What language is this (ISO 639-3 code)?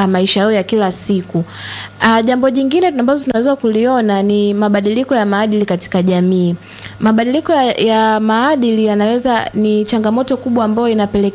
swa